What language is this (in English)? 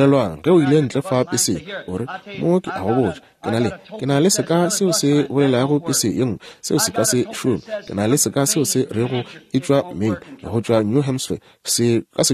Northern Sotho